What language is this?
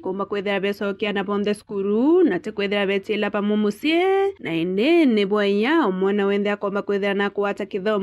Meru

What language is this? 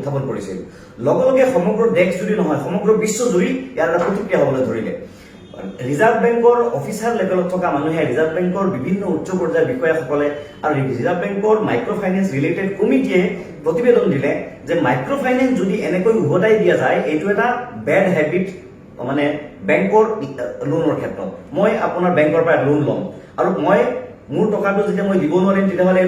Assamese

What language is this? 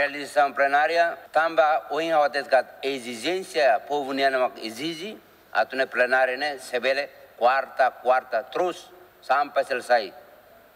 Tetum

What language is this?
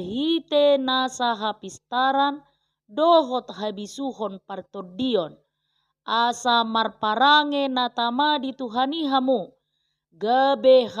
Batak Toba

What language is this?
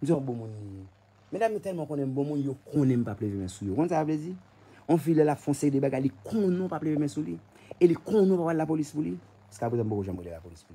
Haitian Creole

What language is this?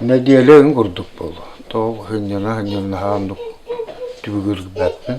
Yakut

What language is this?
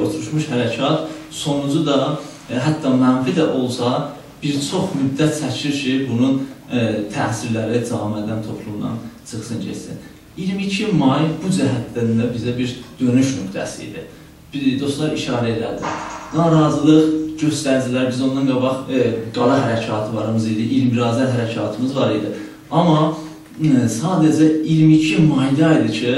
South Azerbaijani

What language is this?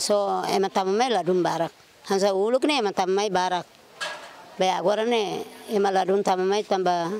Tetum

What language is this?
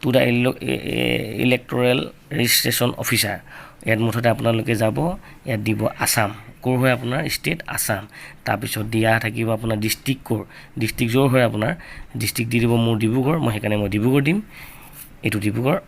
Assamese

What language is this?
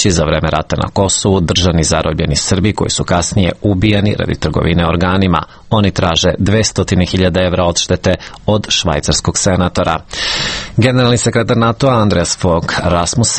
Serbian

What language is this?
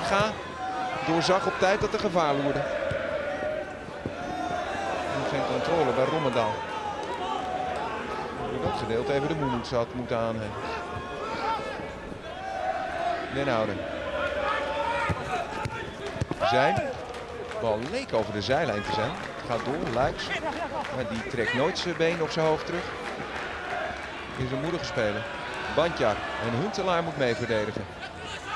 Dutch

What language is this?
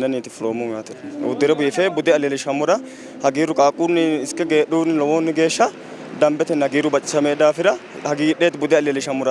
Sidamo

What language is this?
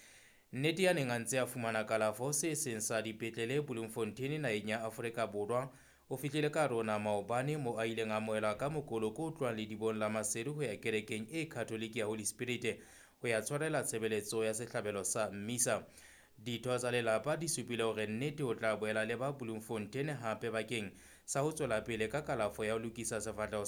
Southern Sotho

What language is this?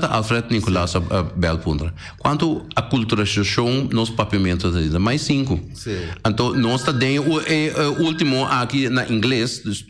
Papiamento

